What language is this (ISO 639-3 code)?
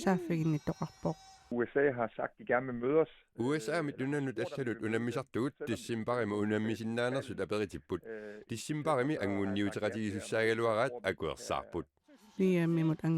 kal